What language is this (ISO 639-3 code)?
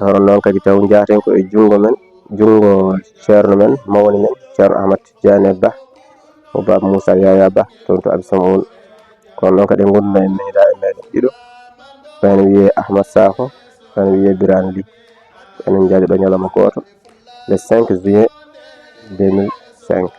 ful